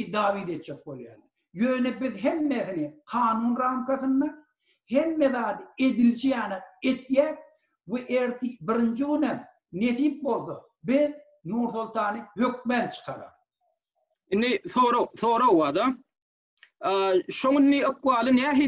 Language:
Turkmen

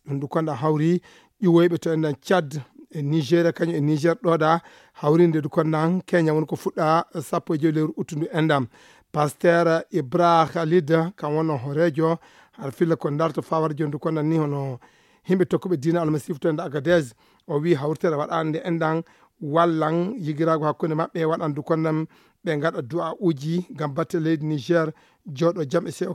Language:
Fula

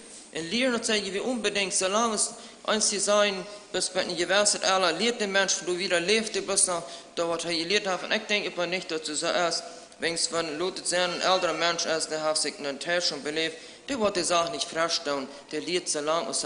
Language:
Plautdietsch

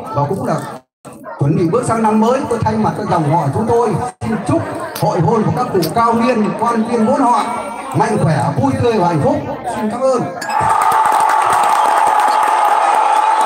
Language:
Vietnamese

